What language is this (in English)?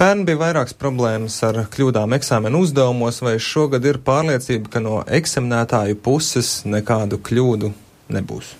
Latvian